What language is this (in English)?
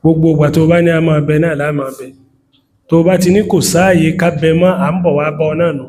Yoruba